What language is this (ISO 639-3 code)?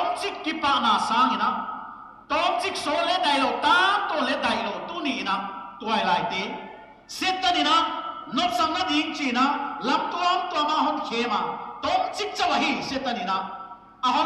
pck